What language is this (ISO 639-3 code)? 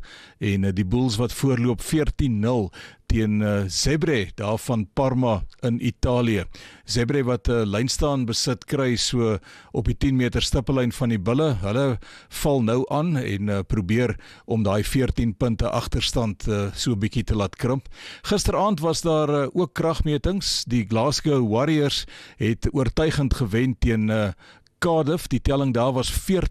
afr